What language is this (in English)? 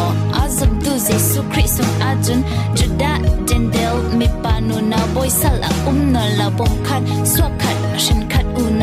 Falam Chin